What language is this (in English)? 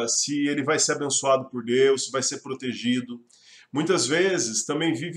Portuguese